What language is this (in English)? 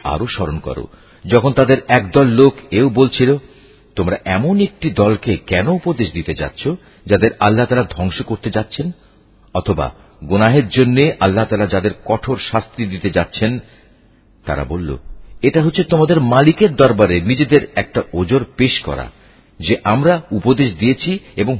Bangla